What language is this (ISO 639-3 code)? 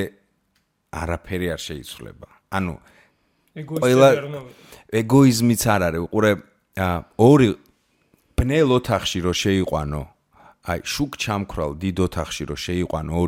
kat